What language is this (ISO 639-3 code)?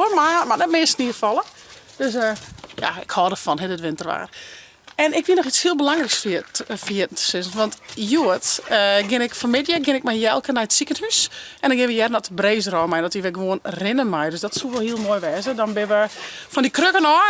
fry